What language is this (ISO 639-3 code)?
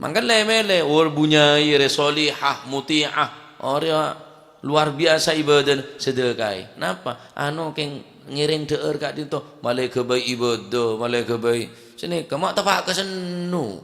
mad